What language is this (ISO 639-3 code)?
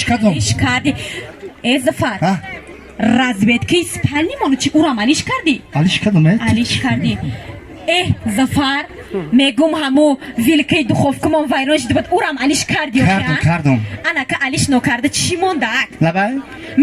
tgk